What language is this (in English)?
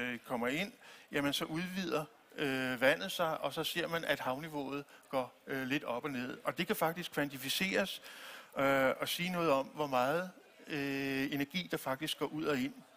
Danish